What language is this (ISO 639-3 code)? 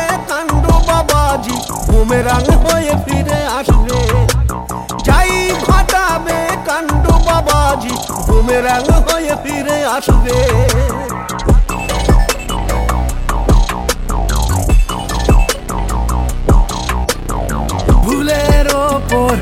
ben